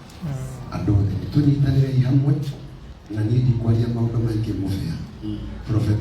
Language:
Kikuyu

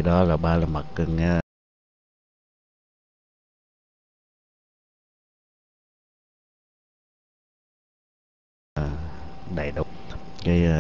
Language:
Vietnamese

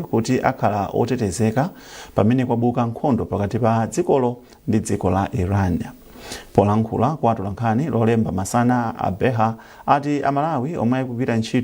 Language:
Nyanja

